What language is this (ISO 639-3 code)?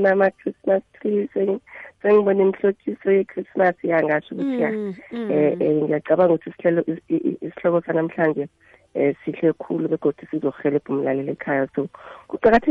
nbl